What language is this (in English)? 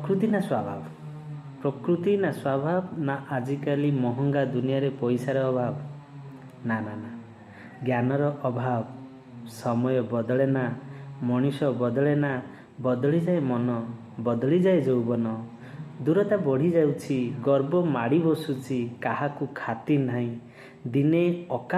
Odia